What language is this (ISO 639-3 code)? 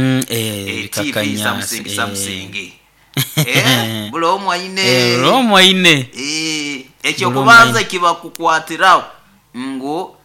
nyo